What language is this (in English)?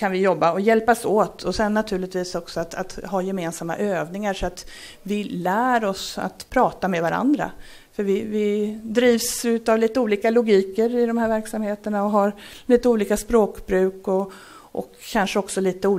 Swedish